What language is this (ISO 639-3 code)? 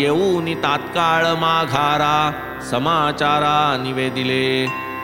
mar